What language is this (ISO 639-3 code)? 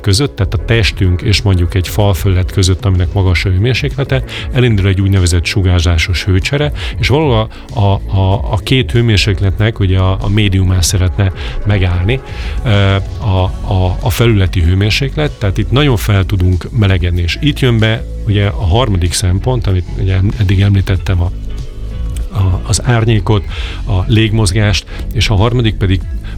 hun